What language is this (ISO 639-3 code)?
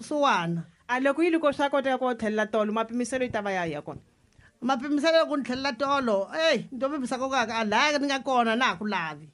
tso